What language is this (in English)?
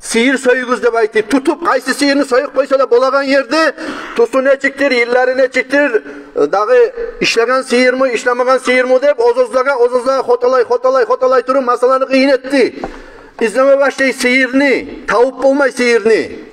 Kumyk